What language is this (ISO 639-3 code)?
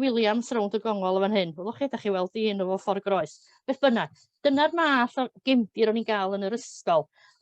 cym